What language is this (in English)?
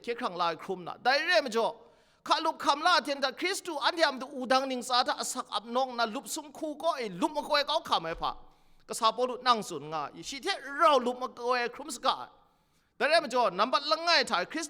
Kachin